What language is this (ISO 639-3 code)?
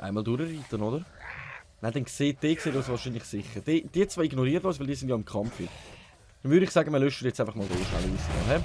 gsw